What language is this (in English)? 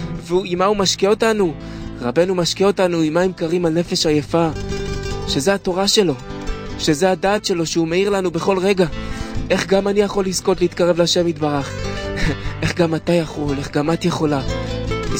Hebrew